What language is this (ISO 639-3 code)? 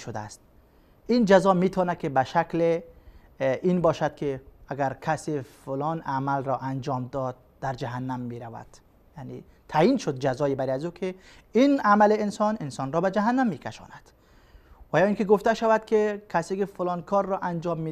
fas